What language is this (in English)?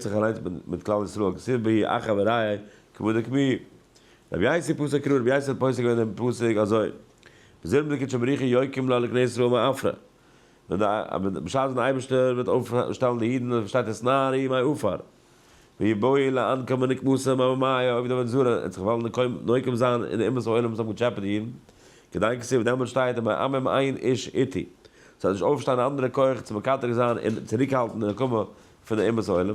Yiddish